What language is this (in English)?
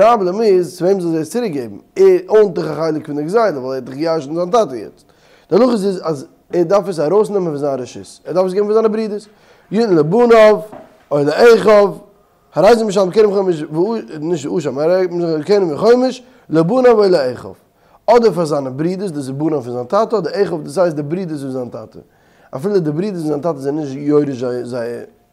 Yiddish